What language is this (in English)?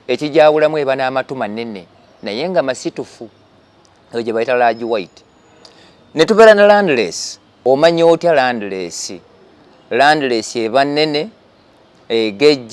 Ganda